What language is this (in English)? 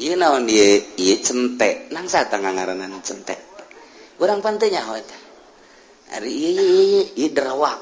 Sundanese